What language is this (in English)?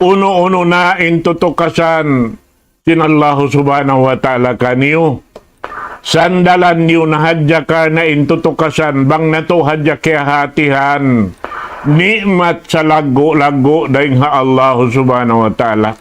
Tausug